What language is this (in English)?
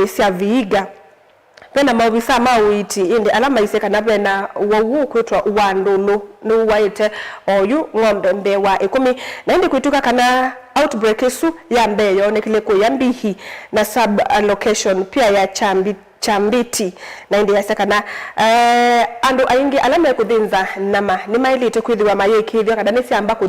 Kamba